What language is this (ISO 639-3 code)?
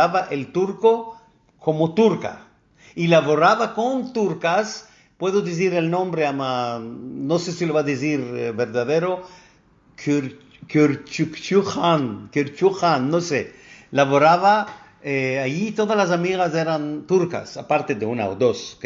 lad